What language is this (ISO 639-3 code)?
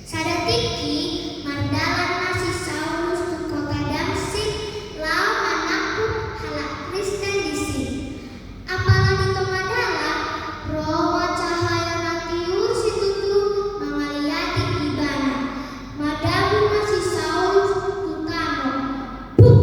bbc